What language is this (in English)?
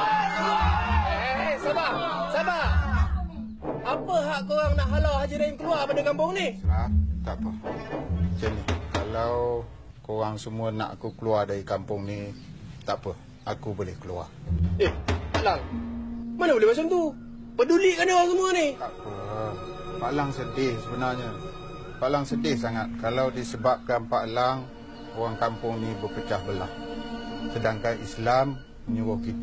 Malay